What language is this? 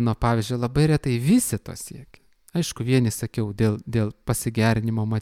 Lithuanian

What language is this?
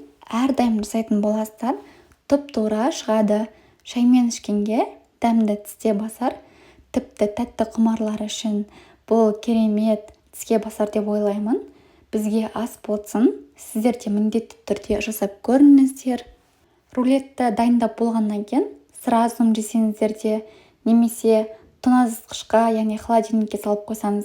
Kazakh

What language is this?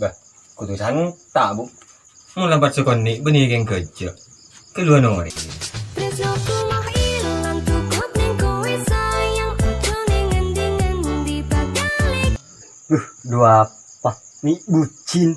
Madurese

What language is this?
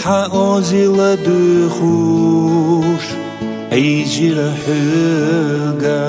Chechen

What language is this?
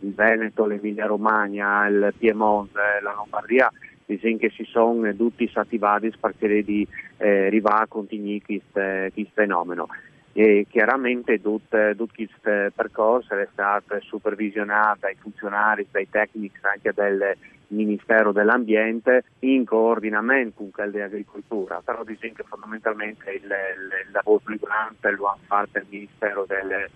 Friulian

